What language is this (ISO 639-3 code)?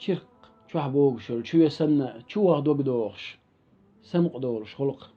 che